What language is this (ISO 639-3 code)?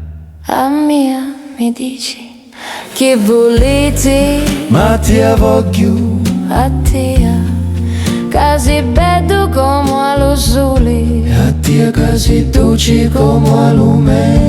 scn